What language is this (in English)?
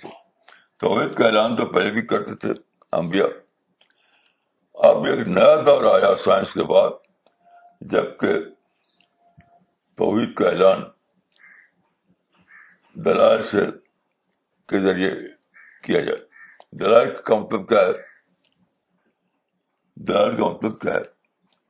Urdu